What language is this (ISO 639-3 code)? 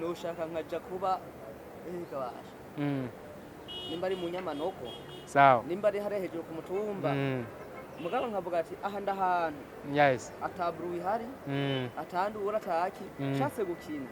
run